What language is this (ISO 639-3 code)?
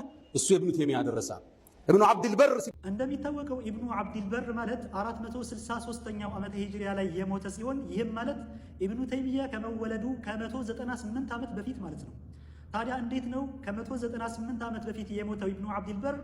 amh